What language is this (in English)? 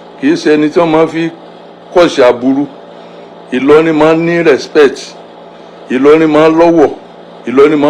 Yoruba